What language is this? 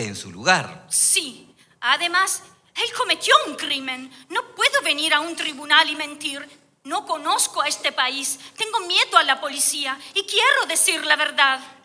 Spanish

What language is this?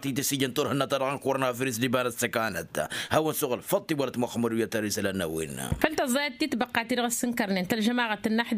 Tamasheq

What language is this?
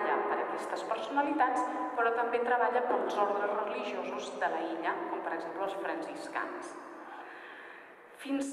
Catalan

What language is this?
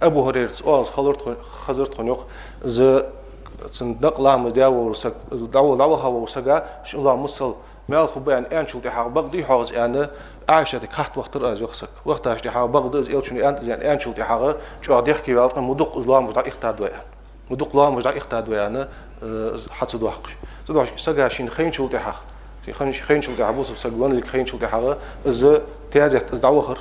Ingush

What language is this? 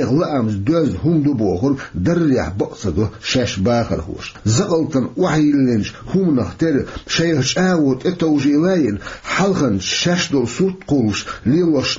Chechen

